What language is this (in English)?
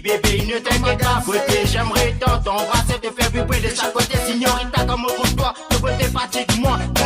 Morisyen